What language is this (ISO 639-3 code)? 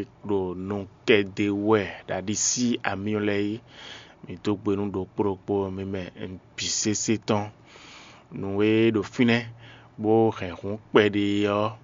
fon